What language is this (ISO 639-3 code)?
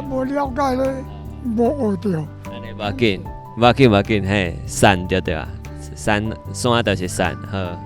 nan